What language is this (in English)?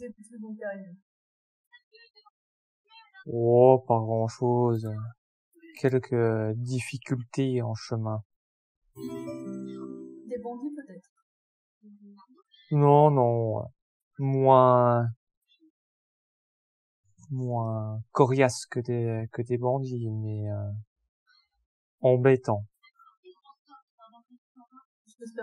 French